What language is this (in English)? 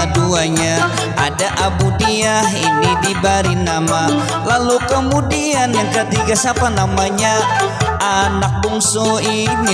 Banjar